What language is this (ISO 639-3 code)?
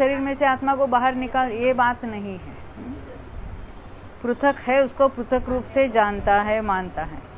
hin